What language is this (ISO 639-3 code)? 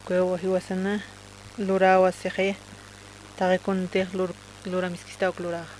aym